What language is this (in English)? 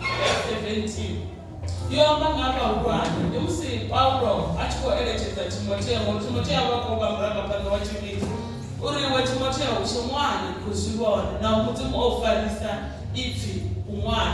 Venda